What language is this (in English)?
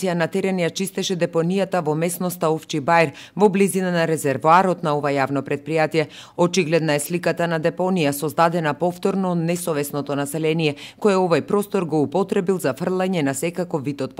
Macedonian